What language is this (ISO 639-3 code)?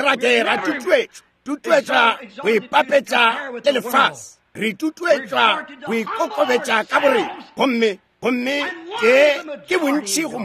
nso